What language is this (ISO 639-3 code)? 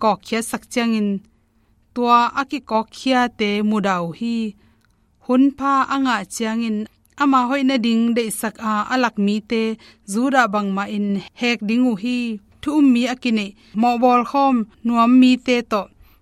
ctd